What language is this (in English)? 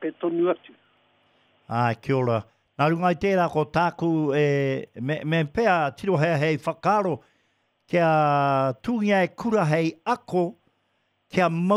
Māori